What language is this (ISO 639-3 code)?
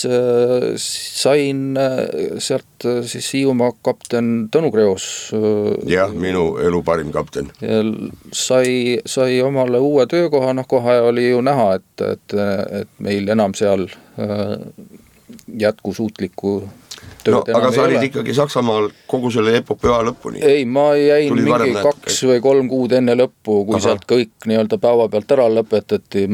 est